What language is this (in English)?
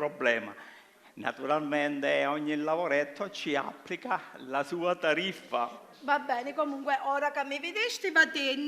Sicilian